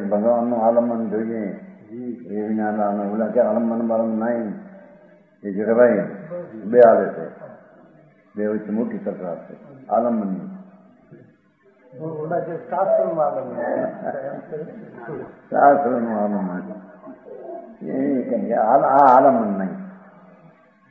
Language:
Gujarati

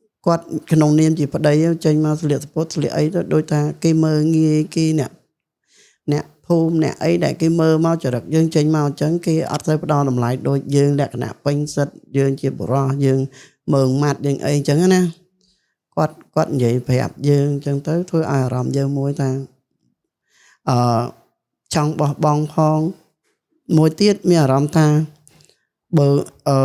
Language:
Khmer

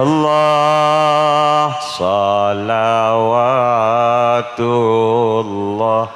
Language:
Madurese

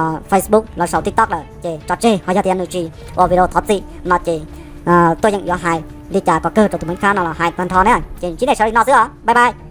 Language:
Hmong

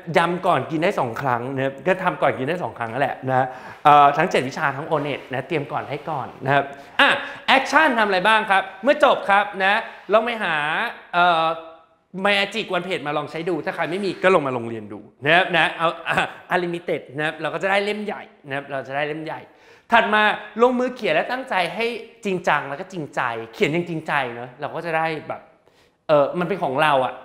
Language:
Thai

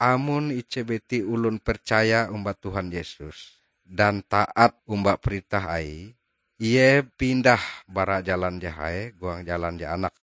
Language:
Ngaju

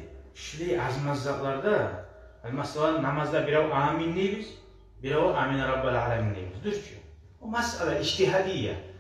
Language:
Kumyk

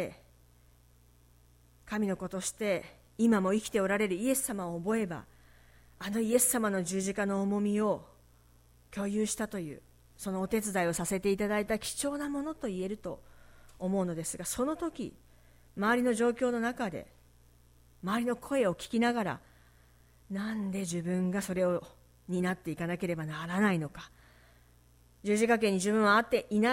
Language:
Japanese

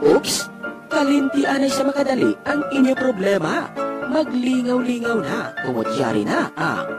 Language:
Hiligaynon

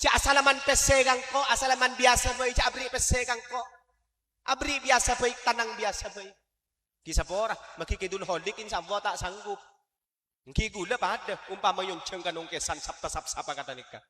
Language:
Madurese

